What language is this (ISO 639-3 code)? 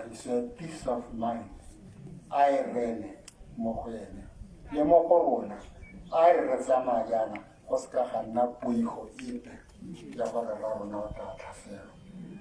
tsn